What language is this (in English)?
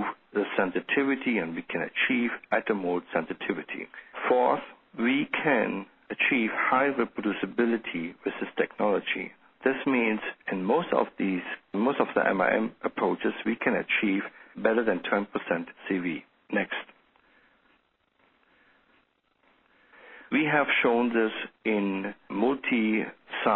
English